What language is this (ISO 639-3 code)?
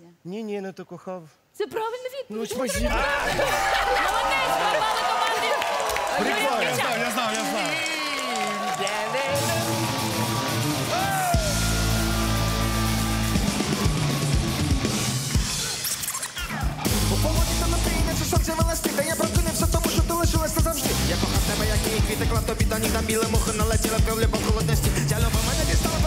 ukr